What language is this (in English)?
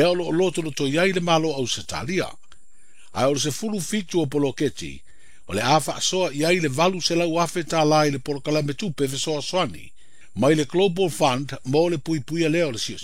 Samoan